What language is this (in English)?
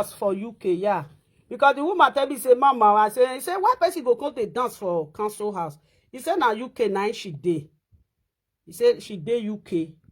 Nigerian Pidgin